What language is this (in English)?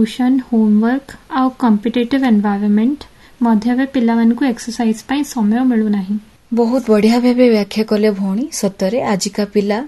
Odia